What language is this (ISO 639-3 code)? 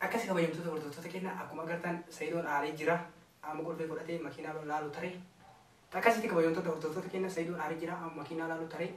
orm